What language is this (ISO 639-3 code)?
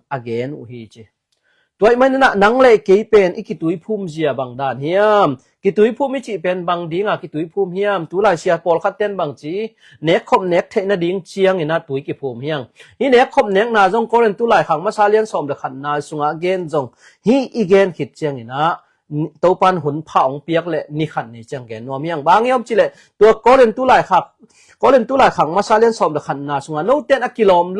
ctd